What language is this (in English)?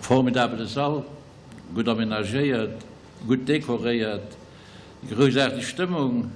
Luxembourgish